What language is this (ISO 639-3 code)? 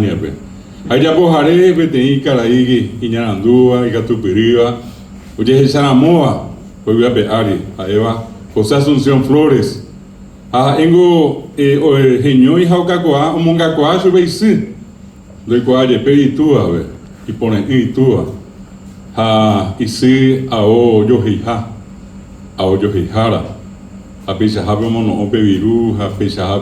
grn